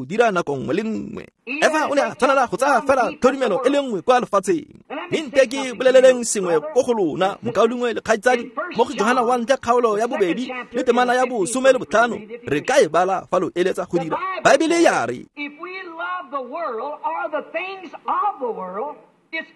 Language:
Tswana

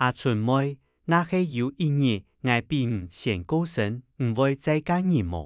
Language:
Hakka Chinese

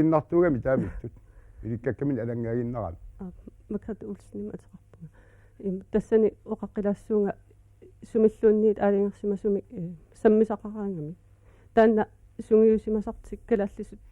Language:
Kalaallisut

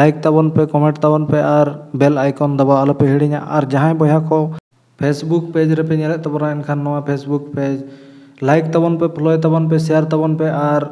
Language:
Santali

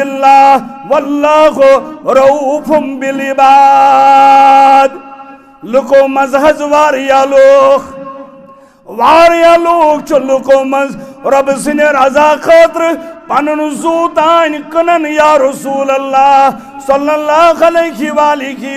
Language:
Kashmiri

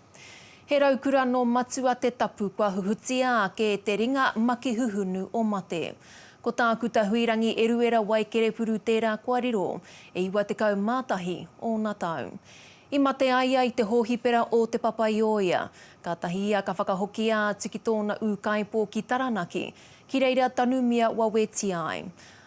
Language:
Māori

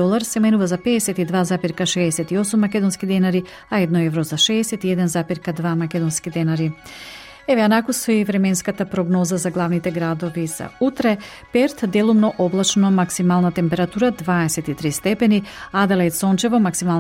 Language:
Macedonian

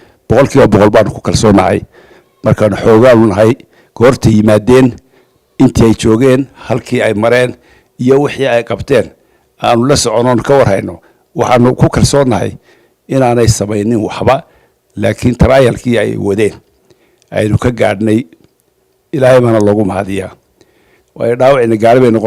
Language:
Somali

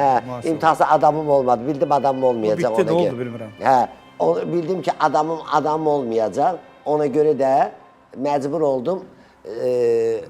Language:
Azerbaijani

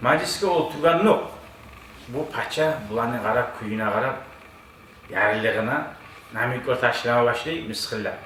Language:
Kumyk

